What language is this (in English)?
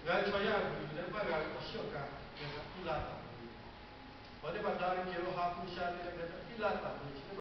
Lahu